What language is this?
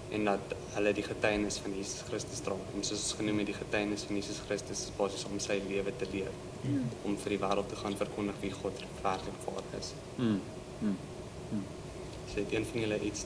Afrikaans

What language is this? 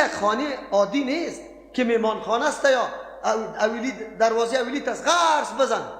Persian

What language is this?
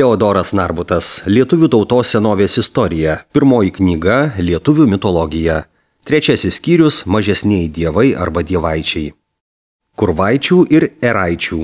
Lithuanian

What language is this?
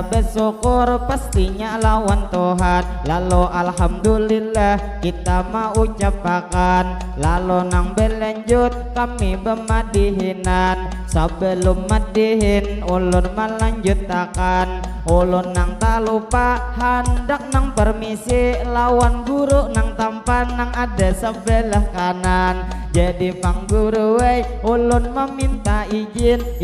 Banjar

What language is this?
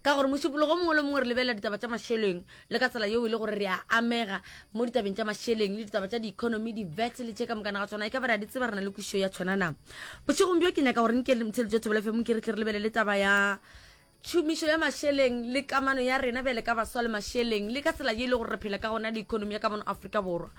Northern Sotho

